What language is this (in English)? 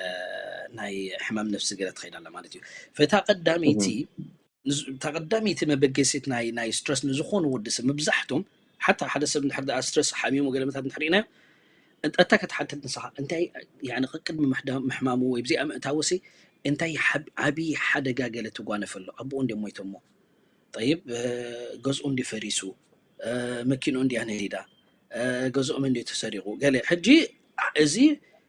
Tigrinya